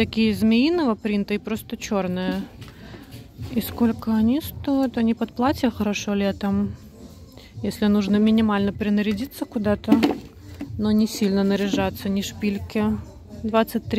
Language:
Russian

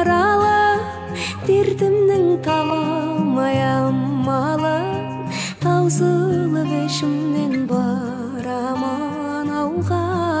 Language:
Kazakh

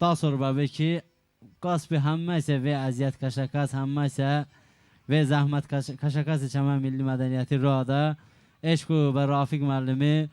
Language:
Talysh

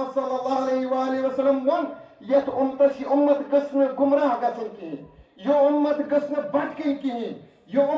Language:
Kashmiri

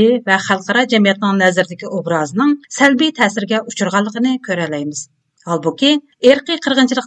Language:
Uyghur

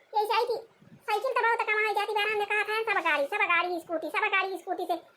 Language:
Awadhi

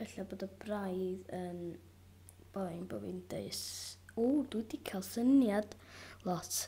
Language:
Welsh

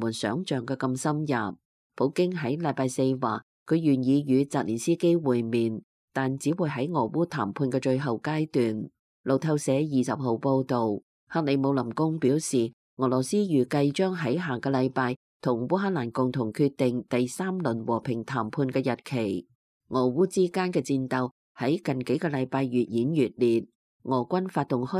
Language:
Cantonese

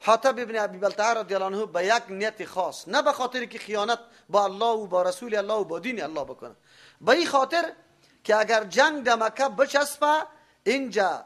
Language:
Persian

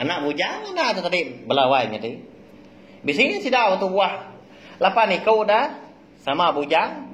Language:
Iban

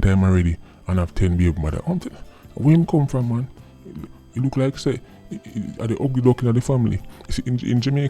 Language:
Jamaican Creole English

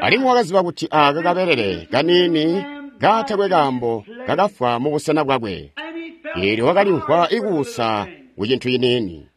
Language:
Tonga (Zambia)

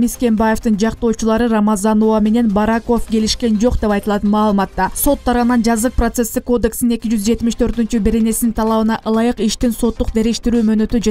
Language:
Kyrgyz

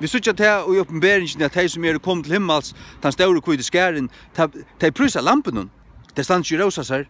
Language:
Faroese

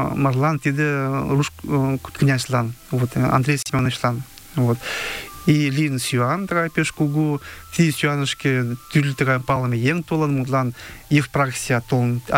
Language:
Mari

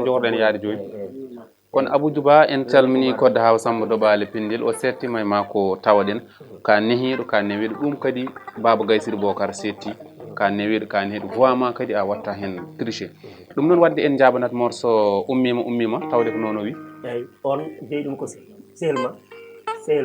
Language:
Fula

